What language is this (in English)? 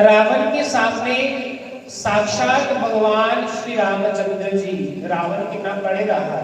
Dogri